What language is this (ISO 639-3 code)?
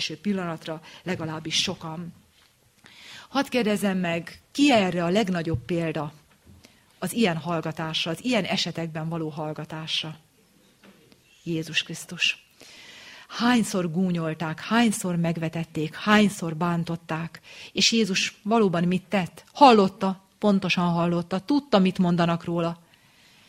hun